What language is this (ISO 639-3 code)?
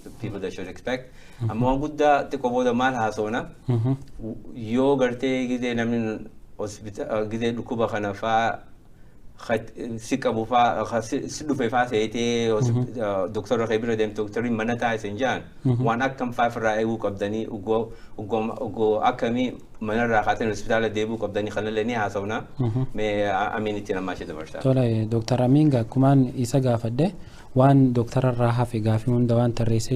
orm